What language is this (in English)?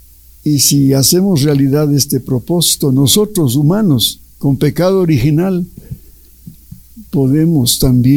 Spanish